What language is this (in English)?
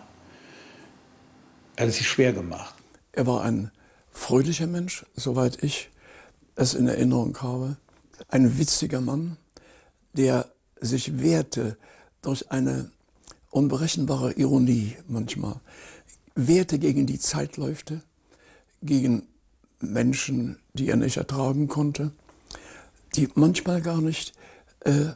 German